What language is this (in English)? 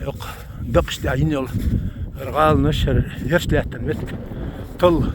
Chechen